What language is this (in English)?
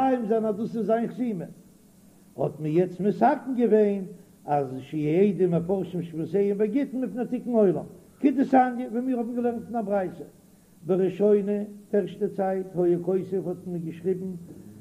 Yiddish